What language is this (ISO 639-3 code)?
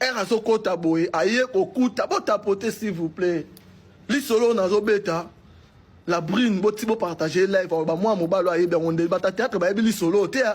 lin